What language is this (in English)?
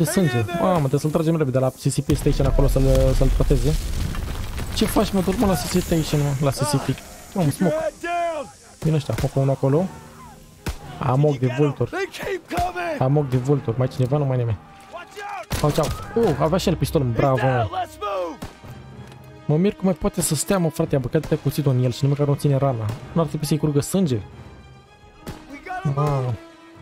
Romanian